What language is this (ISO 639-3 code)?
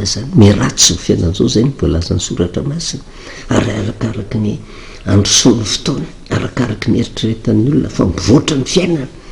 mlg